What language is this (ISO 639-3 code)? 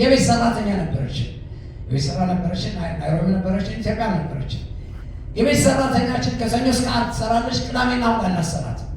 amh